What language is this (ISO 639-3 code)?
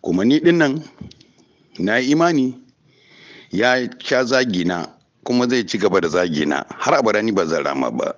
hau